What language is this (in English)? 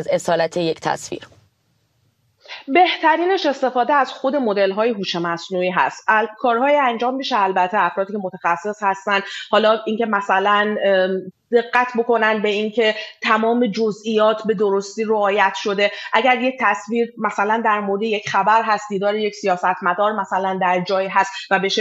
Persian